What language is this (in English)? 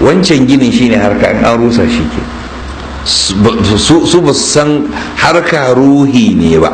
Hausa